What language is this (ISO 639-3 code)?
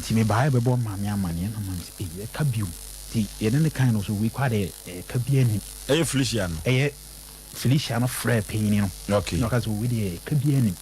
aka